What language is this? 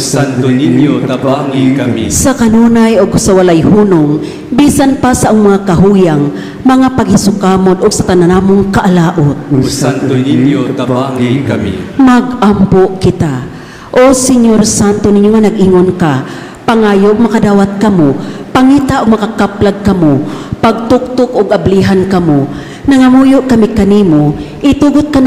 Cebuano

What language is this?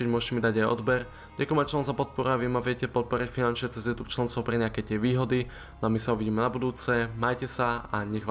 Slovak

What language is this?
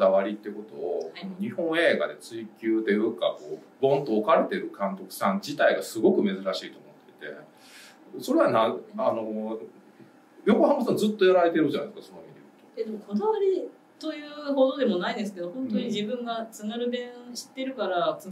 Japanese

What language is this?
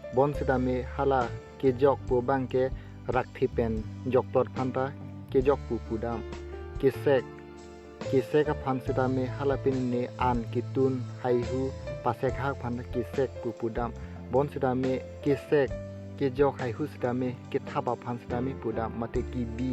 Karbi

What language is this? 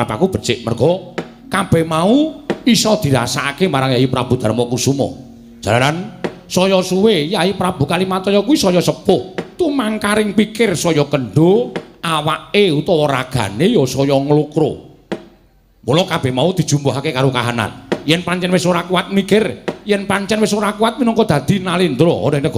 Javanese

